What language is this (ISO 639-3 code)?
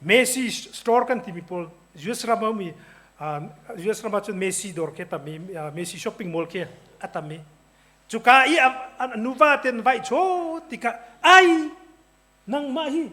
cnh